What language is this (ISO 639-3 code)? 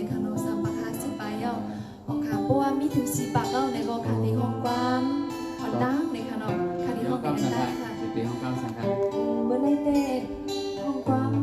shn